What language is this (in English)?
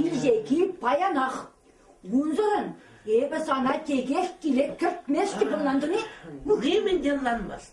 Chuvash